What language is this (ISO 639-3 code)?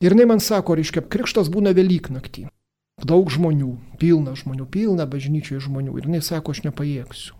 lit